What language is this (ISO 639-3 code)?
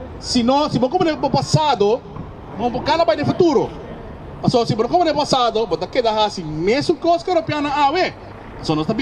pap